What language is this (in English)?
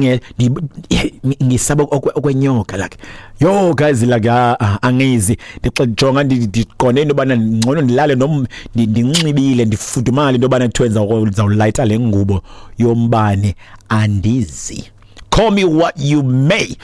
Xhosa